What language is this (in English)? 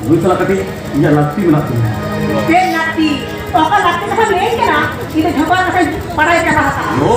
Santali